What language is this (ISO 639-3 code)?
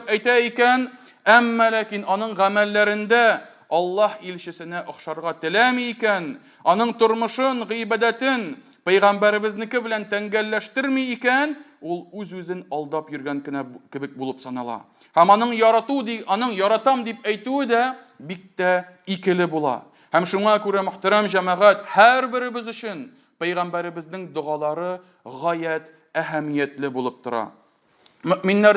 tat